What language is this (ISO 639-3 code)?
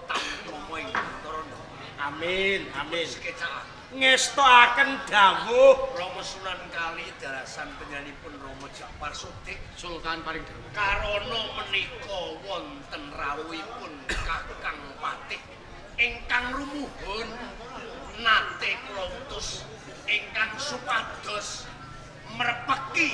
jav